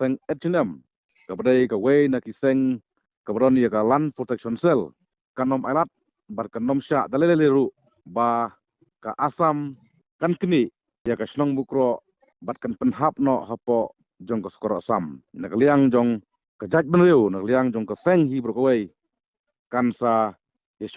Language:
Khasi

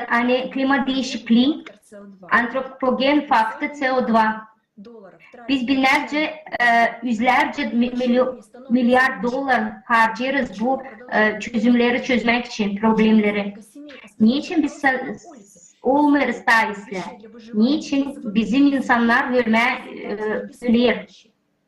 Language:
Gagauz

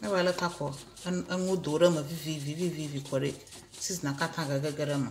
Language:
Ewe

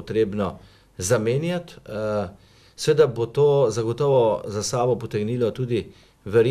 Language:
Slovenian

